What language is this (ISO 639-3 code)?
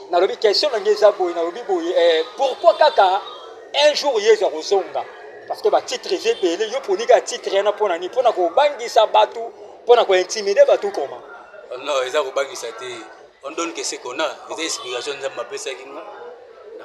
lin